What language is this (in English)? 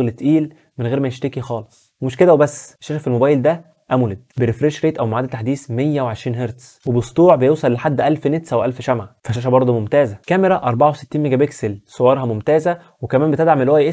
Egyptian Arabic